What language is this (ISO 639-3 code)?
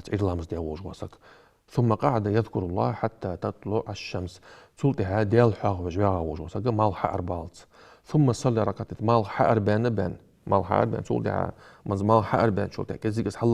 inh